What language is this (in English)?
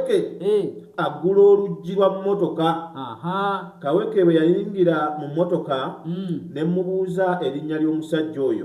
Ganda